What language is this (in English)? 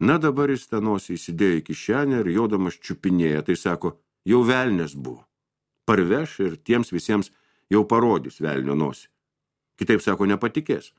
Lithuanian